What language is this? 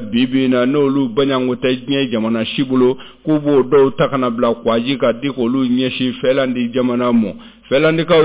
Bambara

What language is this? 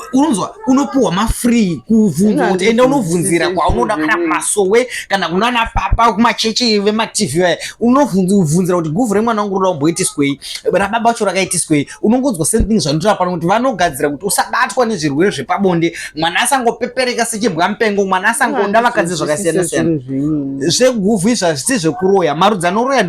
Shona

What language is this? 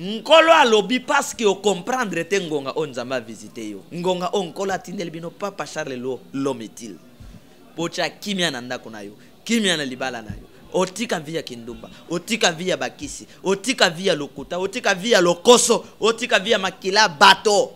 Lingala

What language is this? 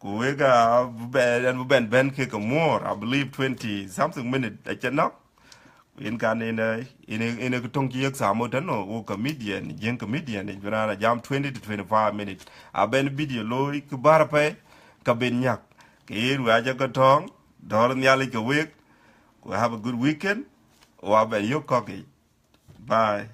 Dinka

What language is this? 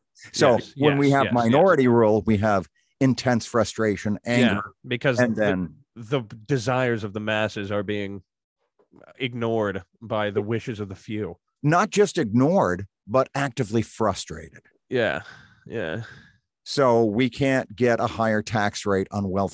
English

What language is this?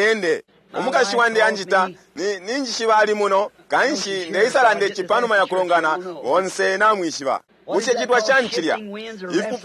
Bemba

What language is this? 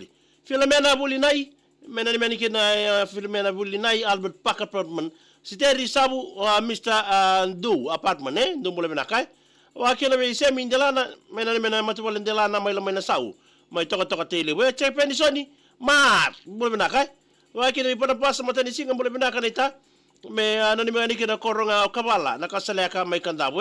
Fijian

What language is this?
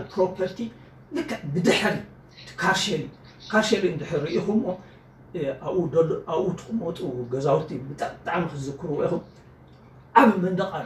Tigrinya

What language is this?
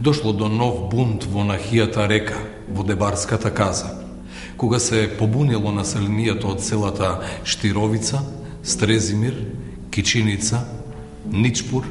Macedonian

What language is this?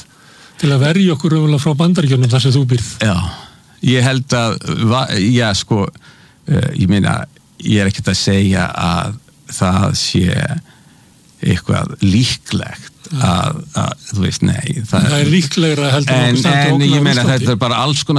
Icelandic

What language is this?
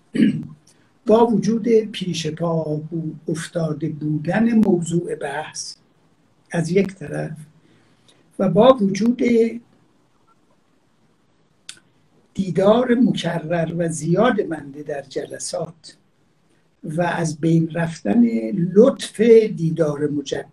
Persian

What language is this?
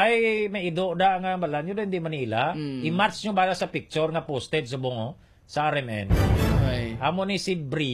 Hiligaynon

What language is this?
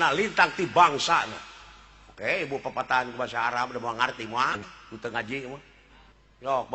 Sundanese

